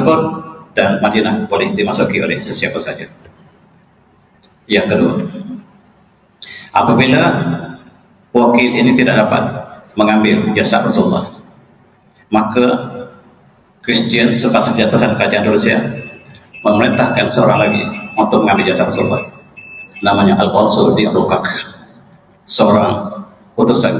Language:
Malay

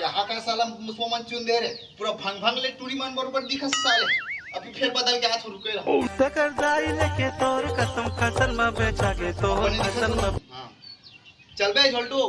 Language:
Chhattisgarhi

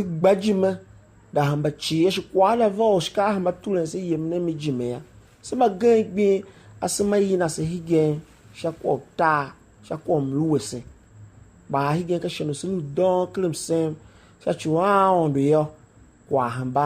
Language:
Tiv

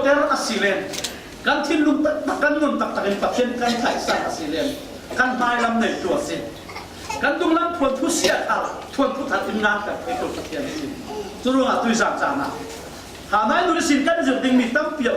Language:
Falam Chin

